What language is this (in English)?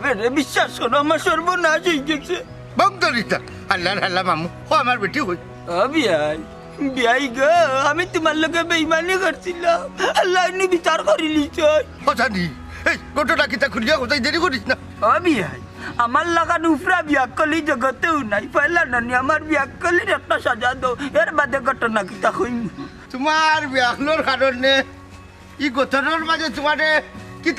Sylheti